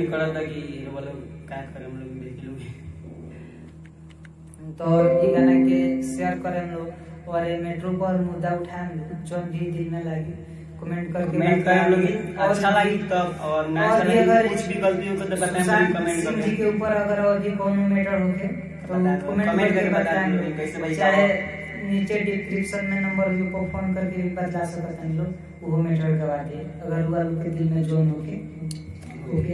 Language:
Bhojpuri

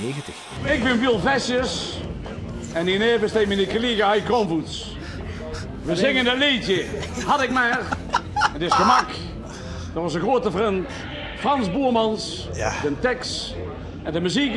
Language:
Limburgish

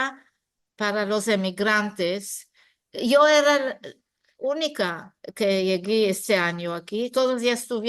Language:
Ladino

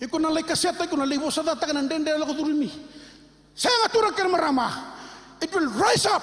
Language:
Fijian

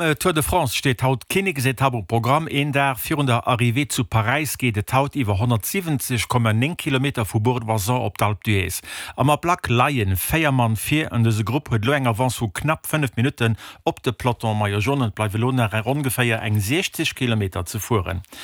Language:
Luxembourgish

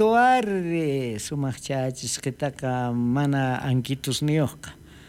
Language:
South Bolivian Quechua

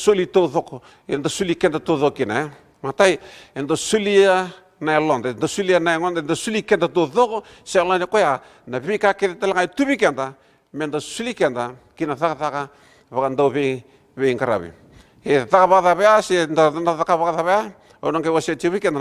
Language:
Fijian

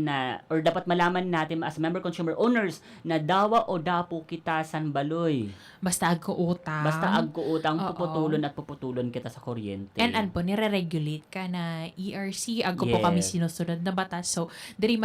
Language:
Bikol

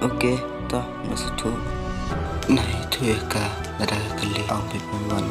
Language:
Khasi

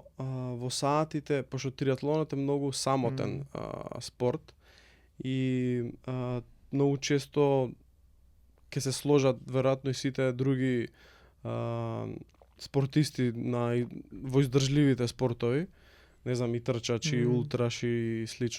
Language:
Macedonian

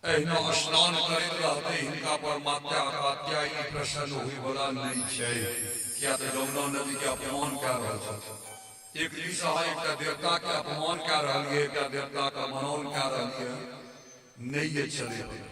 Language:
Maithili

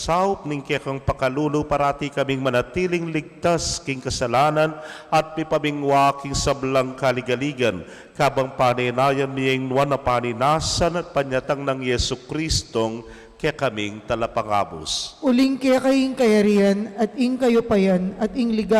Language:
Pampanga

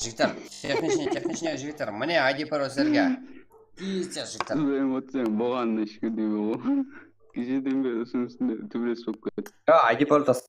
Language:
Kara-Kalpak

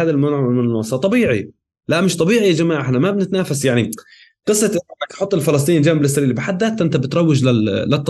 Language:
North Levantine Arabic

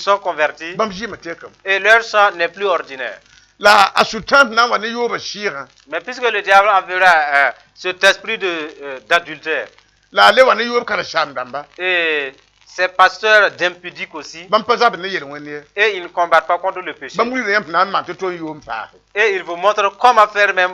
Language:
Mossi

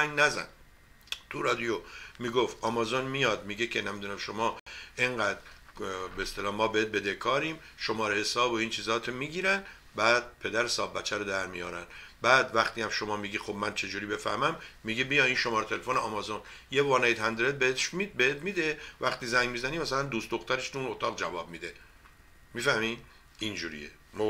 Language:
Persian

